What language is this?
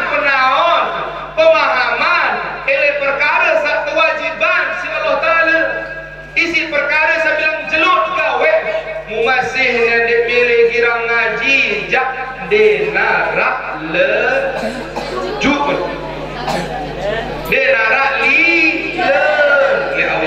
Sasak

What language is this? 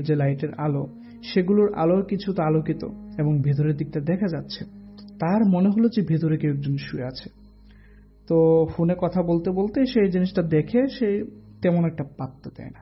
Bangla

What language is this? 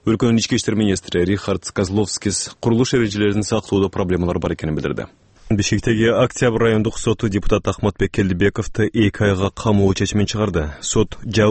Kyrgyz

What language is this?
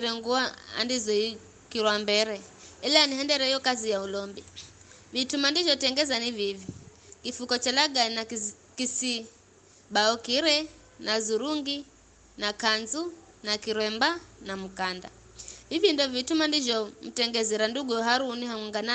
Giryama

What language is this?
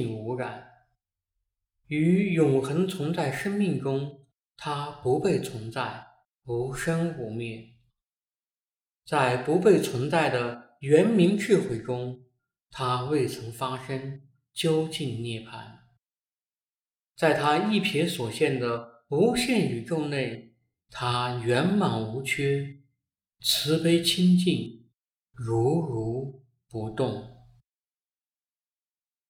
Chinese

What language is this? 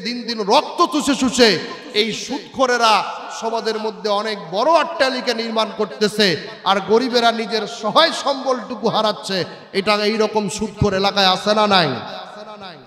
Bangla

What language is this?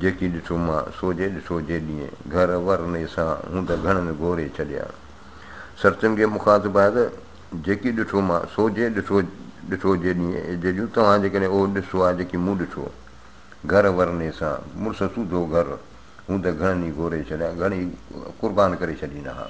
Sindhi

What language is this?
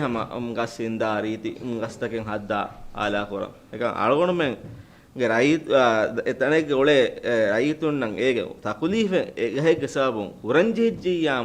Divehi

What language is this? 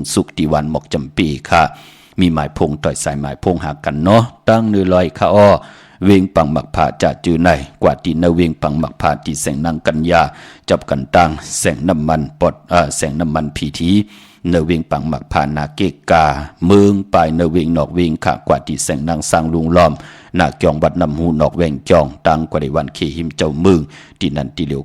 Shan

